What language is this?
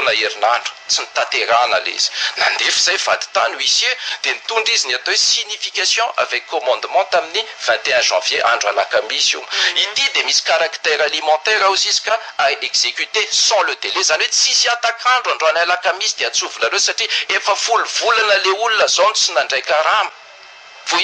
Malagasy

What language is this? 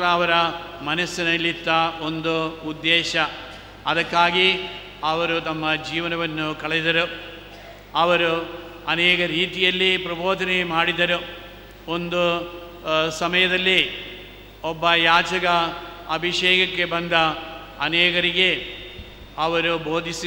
Kannada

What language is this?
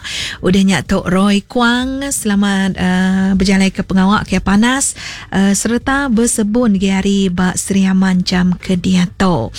Iban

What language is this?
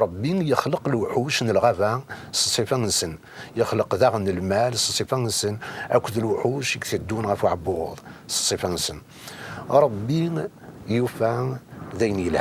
Kabyle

